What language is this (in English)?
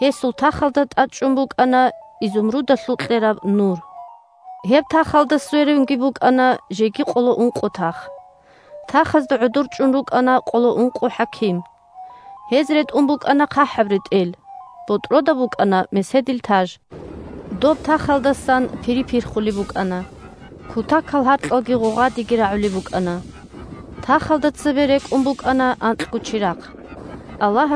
Avaric